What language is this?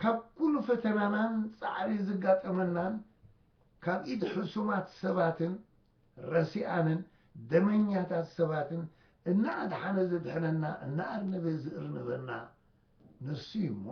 Tigrinya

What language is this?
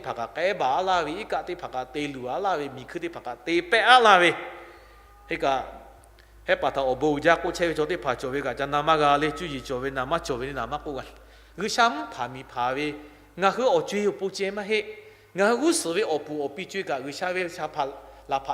Lahu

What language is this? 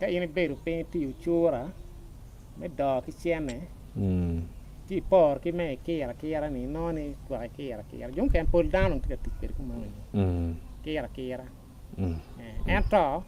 Acoli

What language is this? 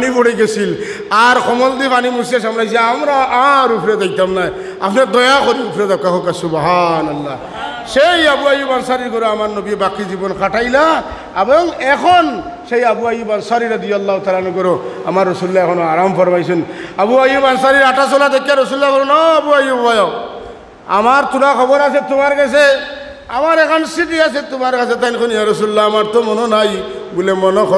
Sylheti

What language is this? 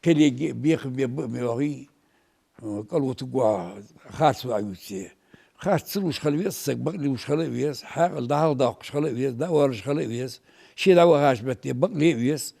Ingush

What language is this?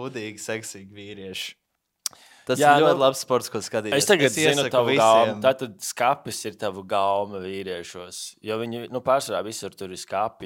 Latvian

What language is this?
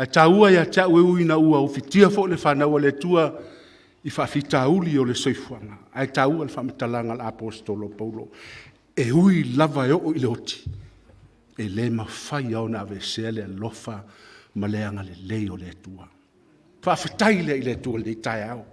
Samoan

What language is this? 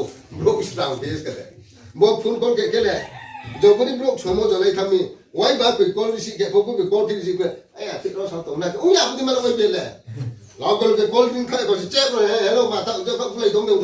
Riang (India)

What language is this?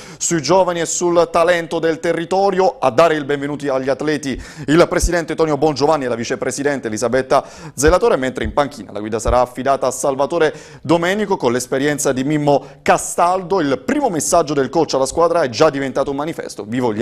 Italian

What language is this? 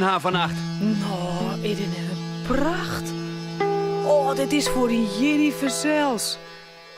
Western Frisian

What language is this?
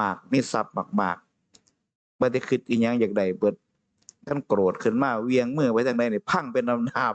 Northeastern Thai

